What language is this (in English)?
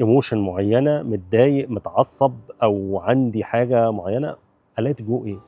Egyptian Arabic